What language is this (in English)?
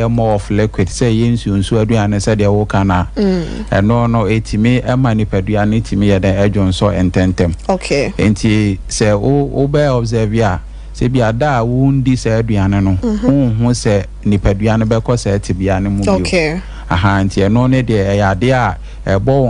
Akan